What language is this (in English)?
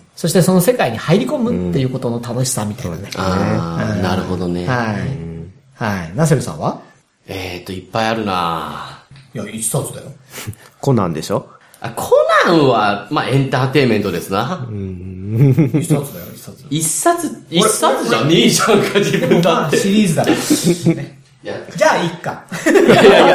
Japanese